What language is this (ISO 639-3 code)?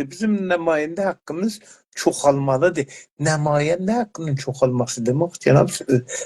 azb